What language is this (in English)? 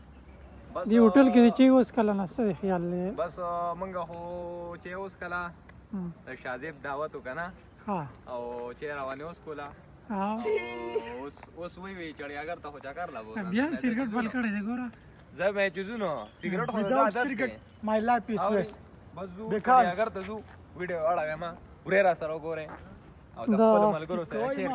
Pashto